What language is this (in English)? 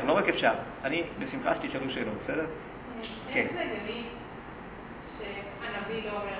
Hebrew